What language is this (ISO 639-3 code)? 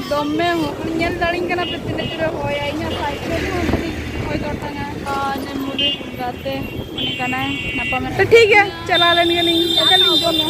sat